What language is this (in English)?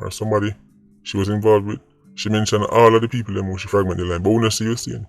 Jamaican Creole English